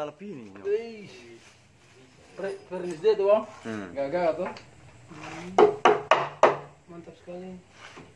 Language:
Indonesian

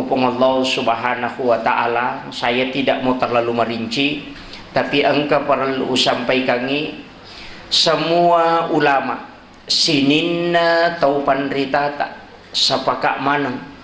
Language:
Buginese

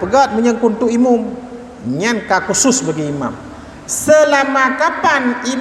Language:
Achinese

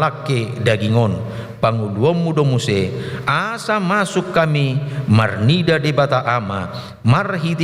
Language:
Batak Toba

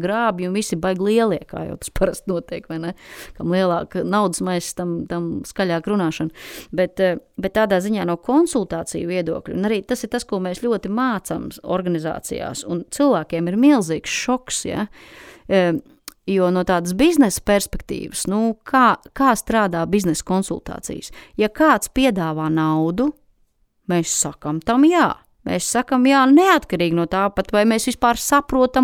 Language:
Latvian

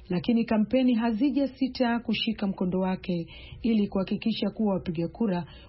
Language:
Swahili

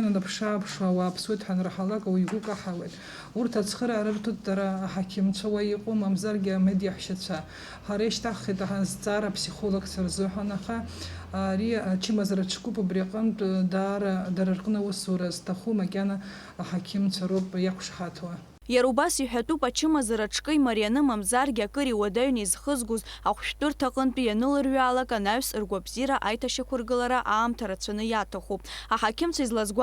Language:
Abkhazian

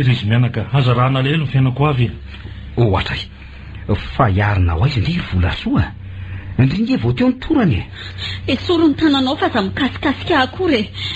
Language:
Malagasy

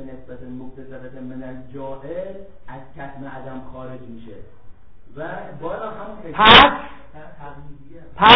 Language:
Persian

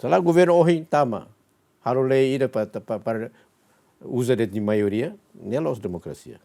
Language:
Tetum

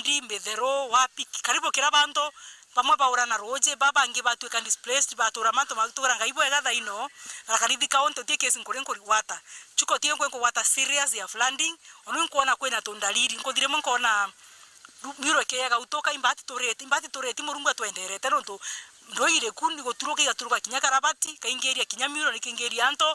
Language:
Meru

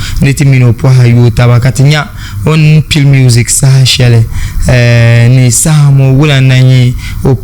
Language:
Dagbani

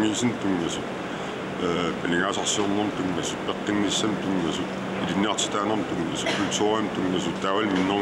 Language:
Kalaallisut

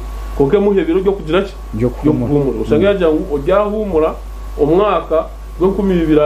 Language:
Nyankole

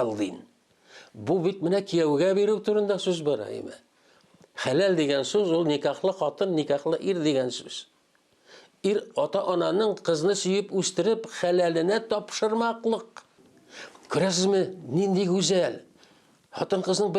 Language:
Tatar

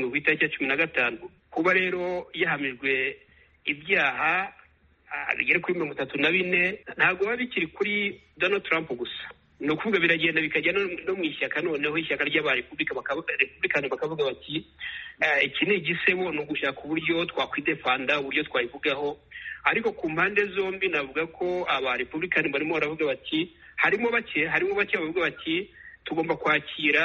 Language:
Kinyarwanda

